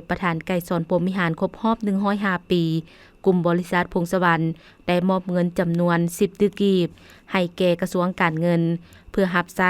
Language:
Lao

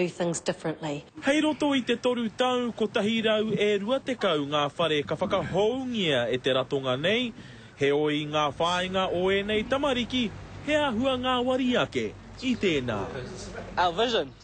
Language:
Māori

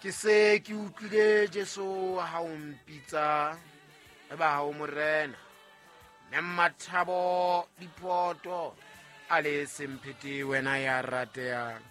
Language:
Southern Sotho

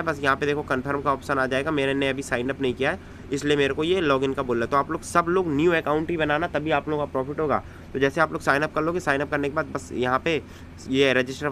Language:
Hindi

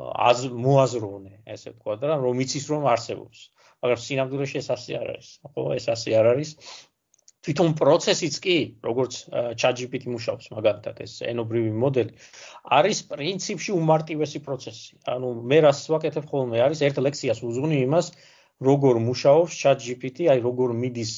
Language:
Georgian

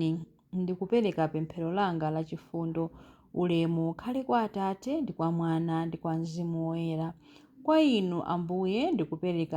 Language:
Nyanja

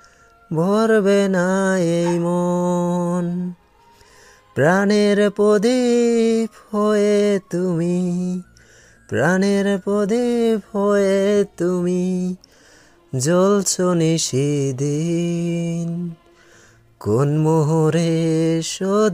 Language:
Bangla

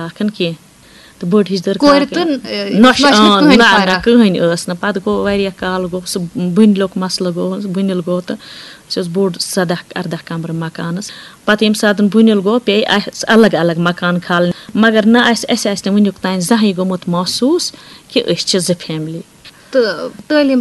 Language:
Kashmiri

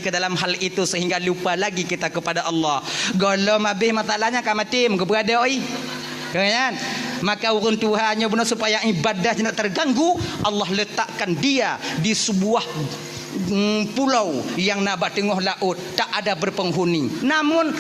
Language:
Achinese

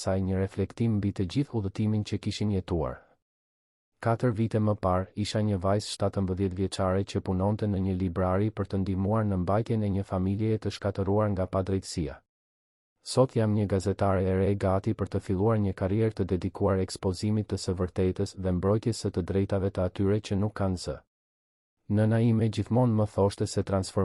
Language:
Albanian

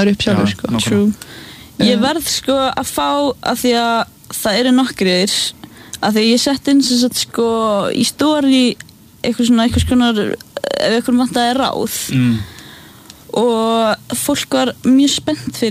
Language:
Icelandic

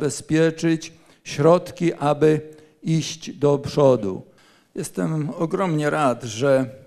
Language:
Polish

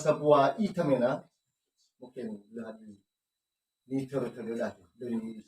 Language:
Nias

